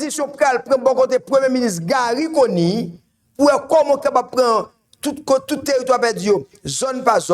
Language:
Haitian Creole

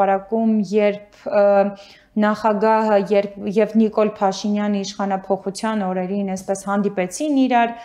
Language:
Armenian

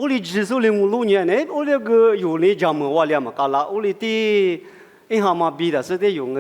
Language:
Lisu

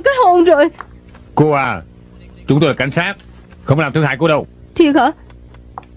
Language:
Vietnamese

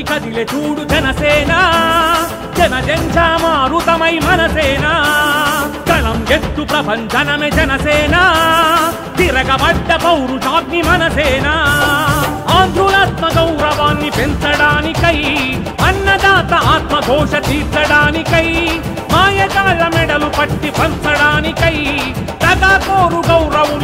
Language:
Telugu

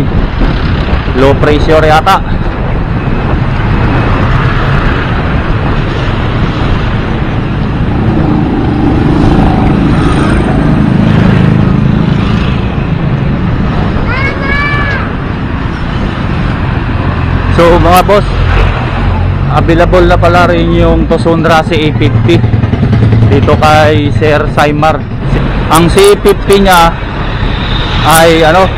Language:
Filipino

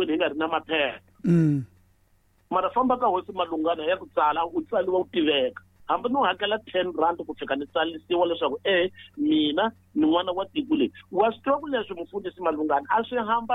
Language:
Tsonga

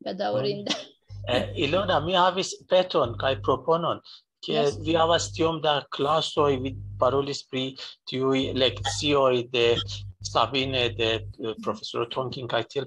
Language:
Esperanto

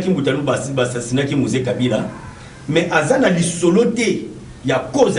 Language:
Lingala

